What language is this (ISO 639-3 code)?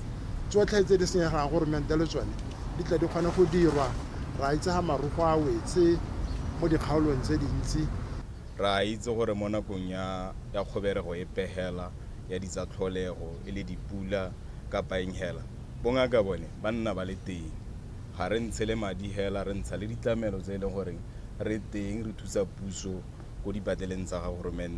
tsn